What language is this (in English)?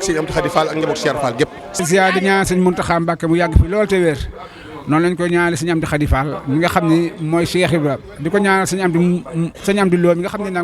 Wolof